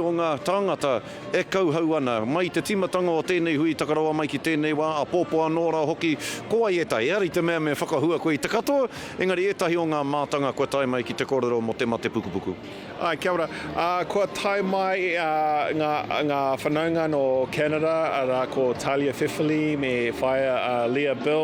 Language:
Māori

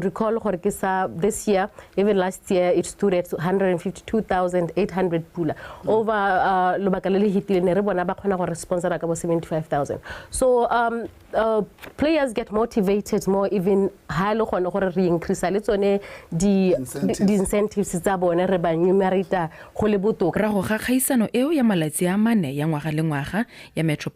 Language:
Tswana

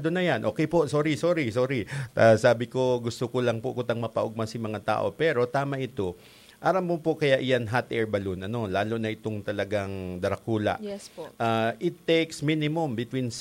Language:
Bikol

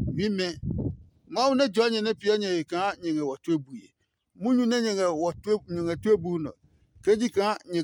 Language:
Adangme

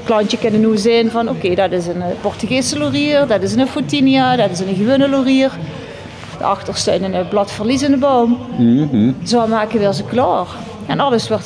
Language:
Limburgish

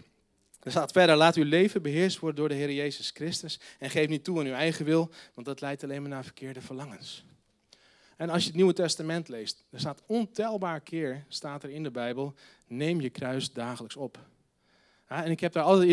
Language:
Dutch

